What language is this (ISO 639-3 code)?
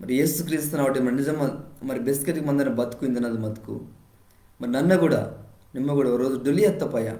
kff